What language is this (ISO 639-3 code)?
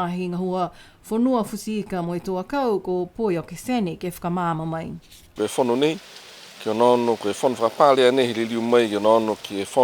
niu